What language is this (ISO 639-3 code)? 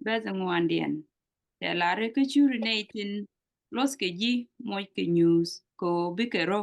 nus